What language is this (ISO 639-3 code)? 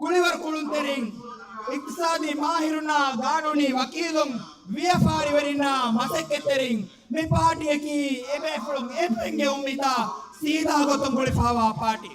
div